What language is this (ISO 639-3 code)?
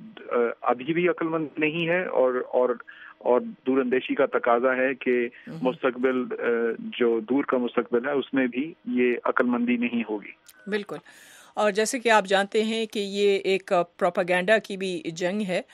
urd